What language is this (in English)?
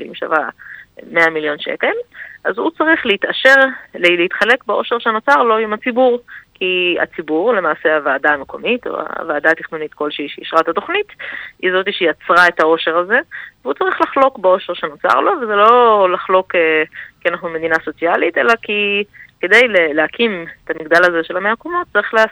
Hebrew